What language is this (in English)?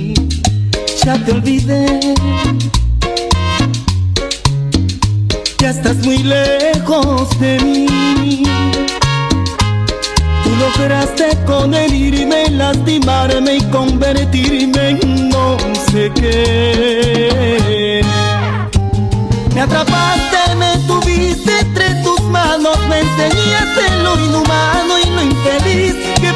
Spanish